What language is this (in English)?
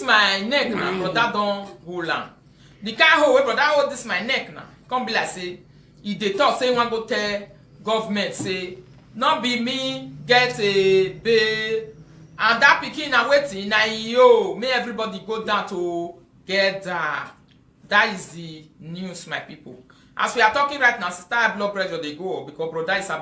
Nigerian Pidgin